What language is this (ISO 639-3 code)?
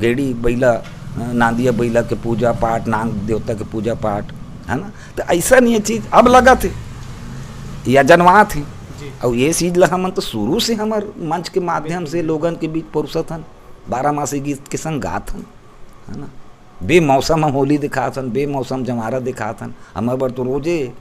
hne